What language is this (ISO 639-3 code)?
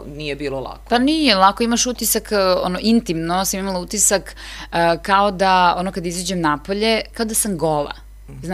srp